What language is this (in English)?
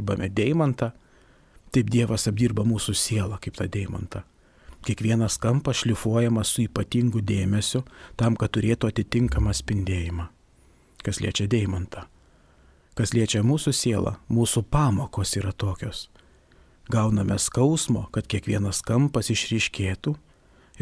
Lithuanian